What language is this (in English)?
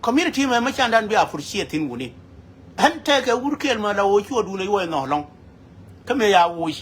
Nuer